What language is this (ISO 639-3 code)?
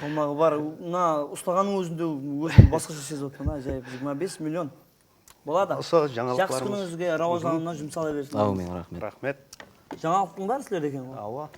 kaa